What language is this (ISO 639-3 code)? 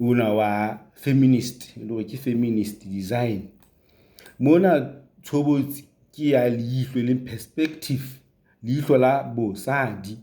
sot